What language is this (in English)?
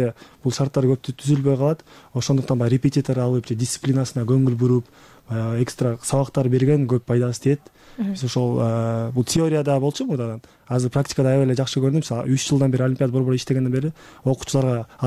Kyrgyz